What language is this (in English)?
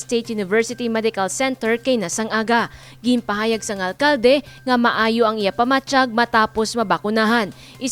Hiligaynon